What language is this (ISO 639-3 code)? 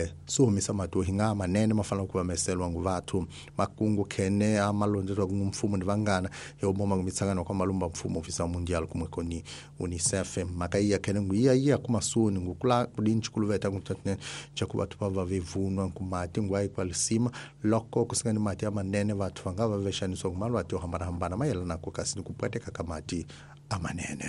tso